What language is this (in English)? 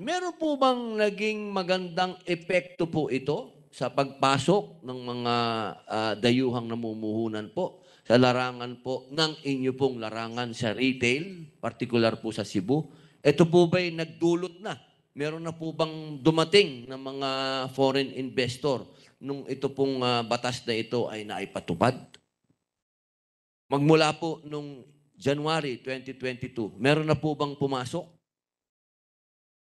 Filipino